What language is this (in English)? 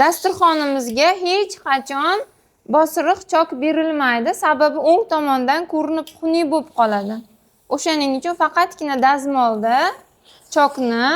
Uzbek